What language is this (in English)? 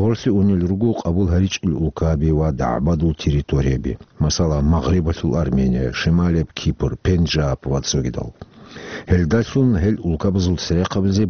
Avaric